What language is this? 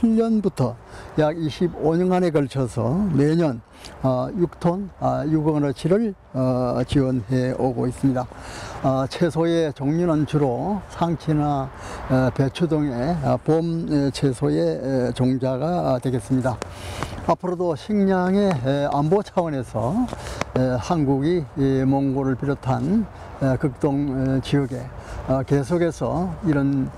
Korean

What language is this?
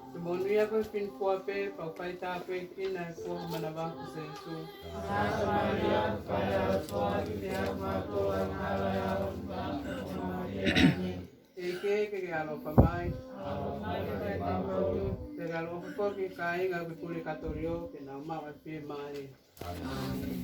Tongan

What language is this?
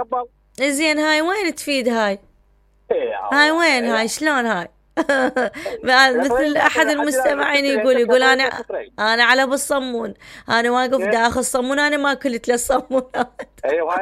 Mesopotamian Arabic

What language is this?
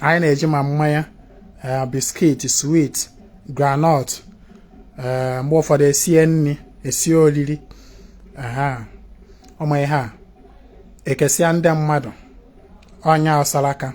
Igbo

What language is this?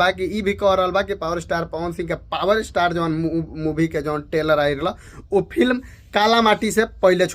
Bhojpuri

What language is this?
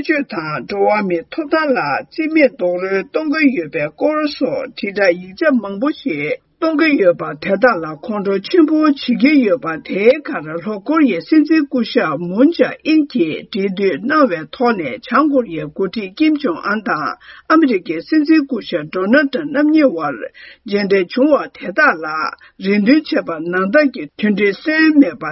Tibetan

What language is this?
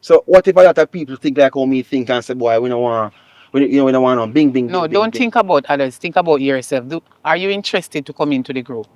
Jamaican Creole English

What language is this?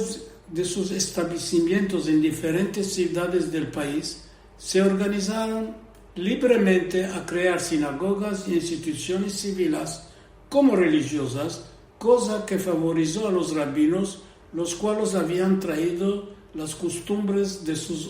Ladino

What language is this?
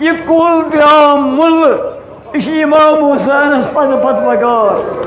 Kashmiri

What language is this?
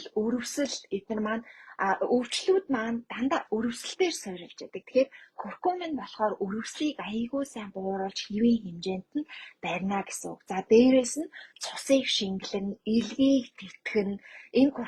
Mongolian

